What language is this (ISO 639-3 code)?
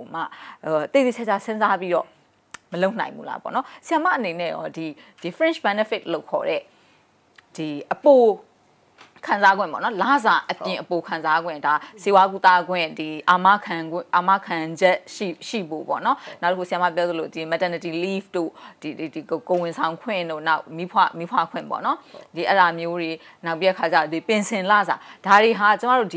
mya